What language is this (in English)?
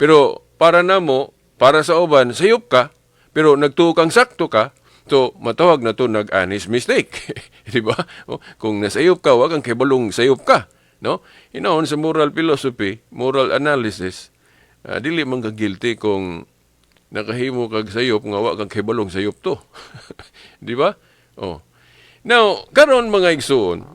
Cebuano